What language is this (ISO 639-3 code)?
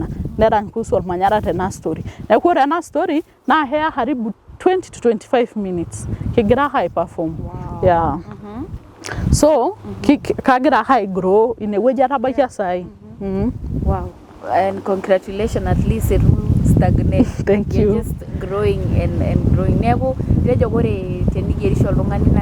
mas